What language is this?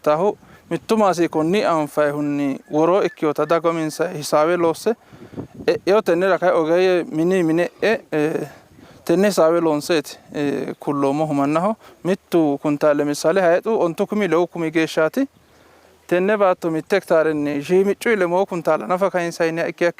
Sidamo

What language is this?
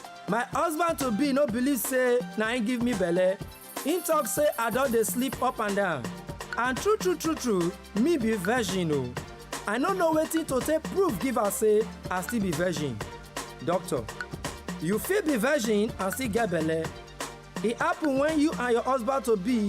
Nigerian Pidgin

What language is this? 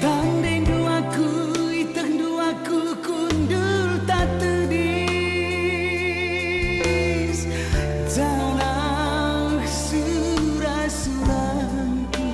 Batak Karo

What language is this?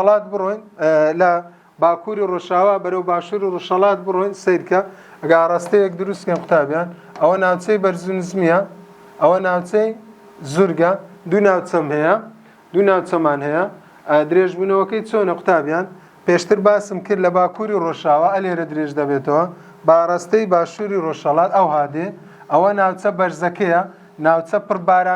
Central Kurdish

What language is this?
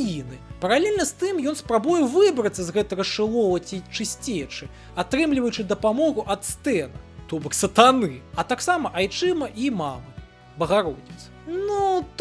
Belarusian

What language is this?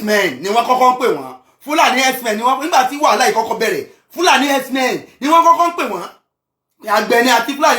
Yoruba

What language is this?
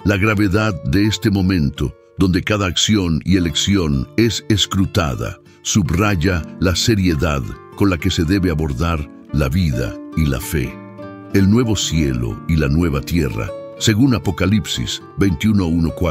Spanish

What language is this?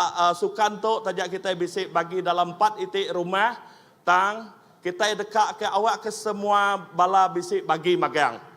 Iban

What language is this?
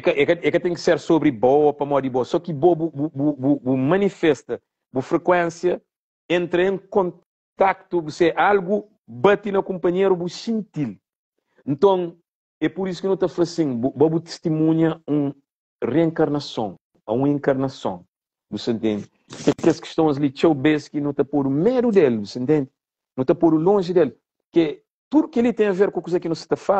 Kabuverdianu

